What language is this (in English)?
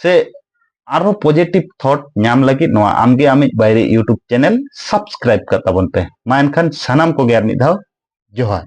Santali